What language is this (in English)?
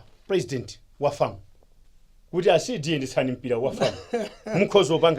Nyanja